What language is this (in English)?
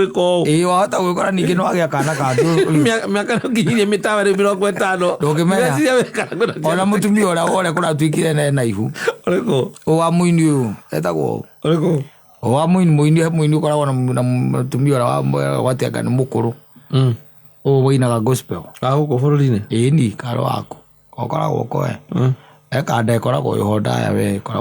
Kikuyu